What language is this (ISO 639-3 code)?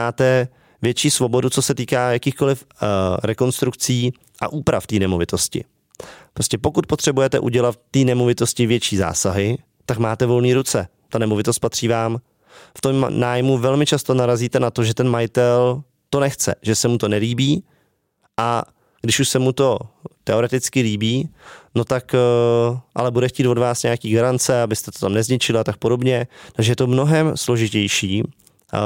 ces